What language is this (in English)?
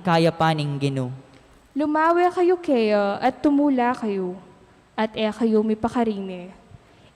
Pampanga